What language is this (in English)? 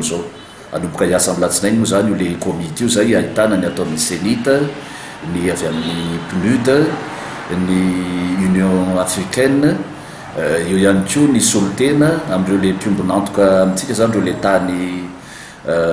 Malagasy